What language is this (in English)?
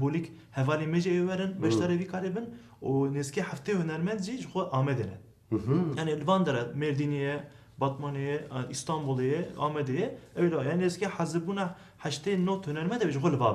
Kurdish